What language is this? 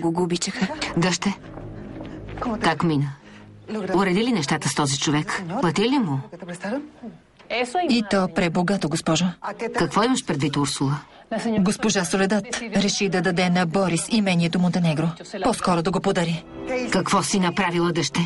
Bulgarian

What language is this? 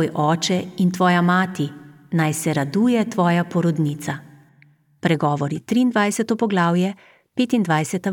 Slovenian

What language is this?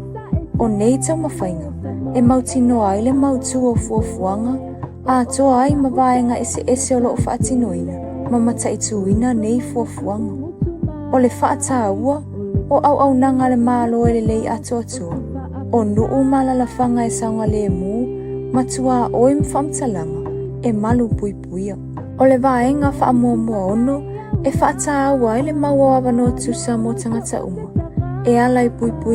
Samoan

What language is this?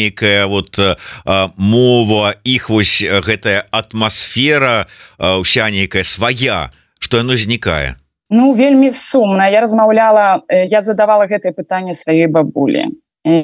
Belarusian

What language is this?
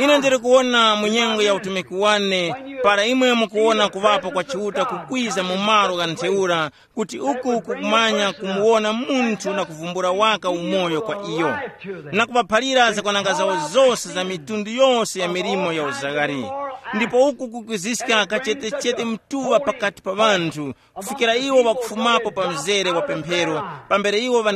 Tumbuka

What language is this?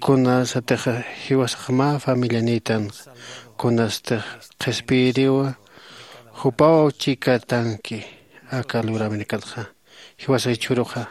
Aymara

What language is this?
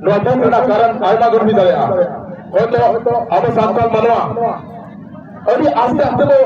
Santali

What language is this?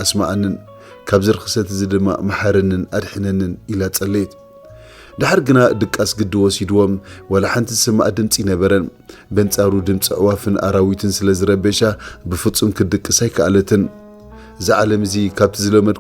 Tigrinya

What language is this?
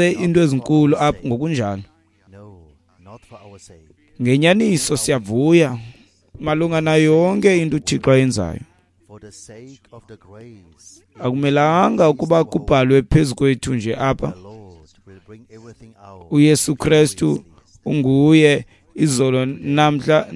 Xhosa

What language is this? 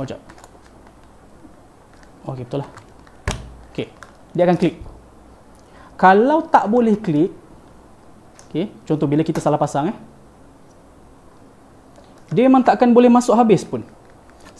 Malay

